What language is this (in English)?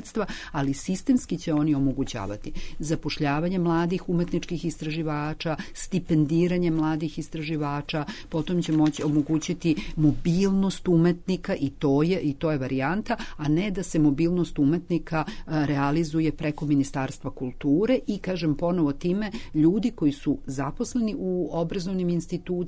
Serbian